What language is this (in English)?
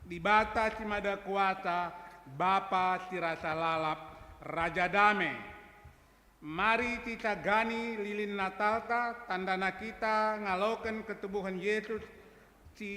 Batak Karo